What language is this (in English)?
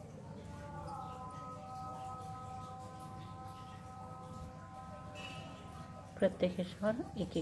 Marathi